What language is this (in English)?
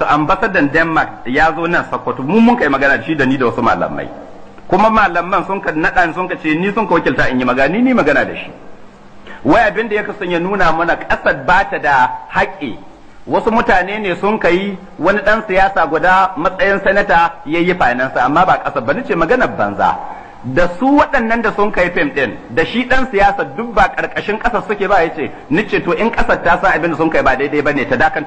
Hausa